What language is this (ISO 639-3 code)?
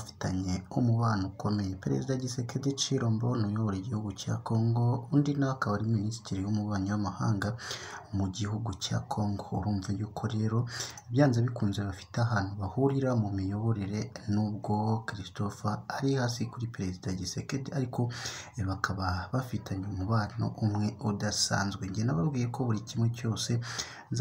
kin